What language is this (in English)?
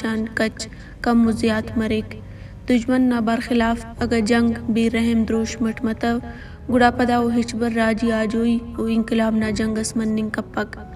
Brahui